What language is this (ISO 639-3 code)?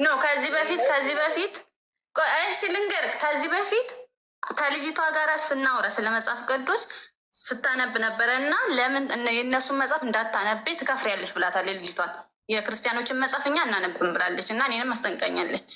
amh